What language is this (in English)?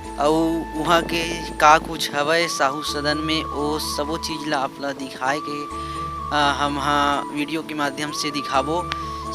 Chhattisgarhi